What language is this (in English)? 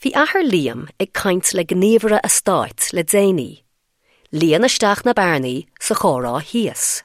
Irish